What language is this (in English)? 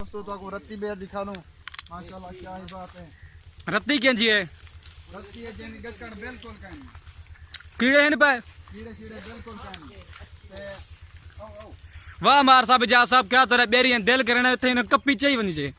Saraiki